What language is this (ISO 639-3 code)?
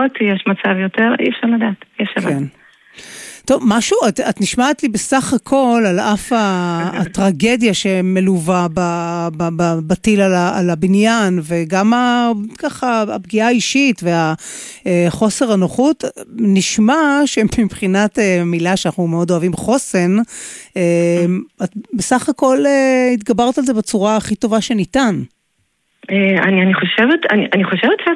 heb